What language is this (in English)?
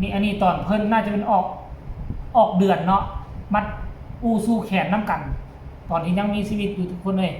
Lao